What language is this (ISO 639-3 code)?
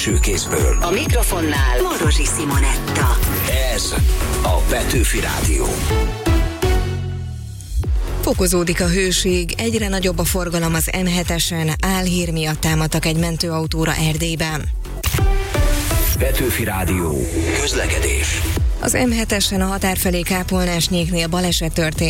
hun